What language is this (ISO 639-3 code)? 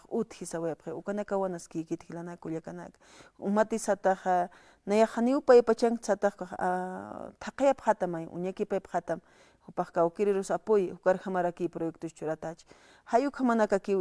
aym